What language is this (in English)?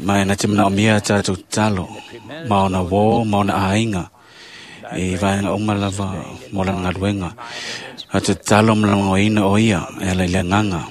Samoan